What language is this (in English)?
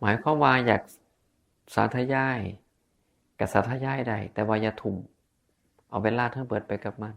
Northeastern Thai